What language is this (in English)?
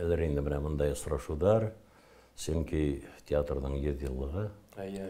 Bashkir